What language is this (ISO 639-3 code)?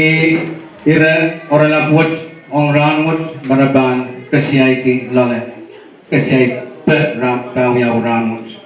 pon